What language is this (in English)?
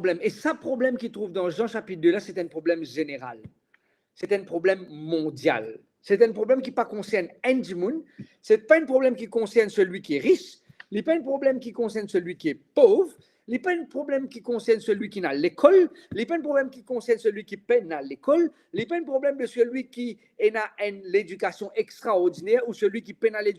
Morisyen